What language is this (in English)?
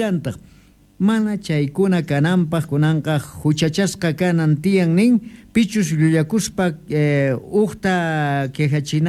Quechua